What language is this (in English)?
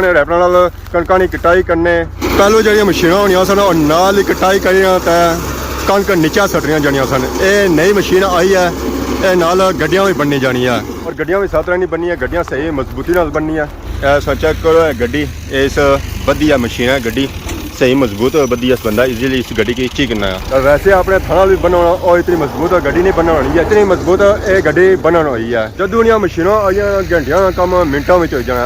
Pahari-Potwari